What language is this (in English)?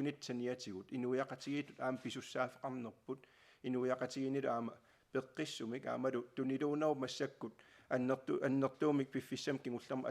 Kalaallisut